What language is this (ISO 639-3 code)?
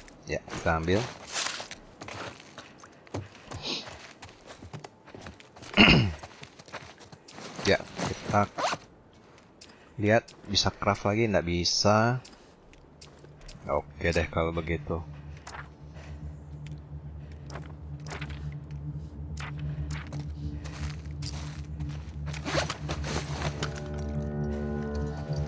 ind